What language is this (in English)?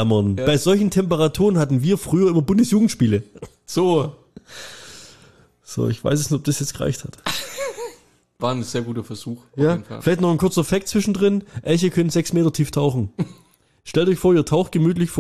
German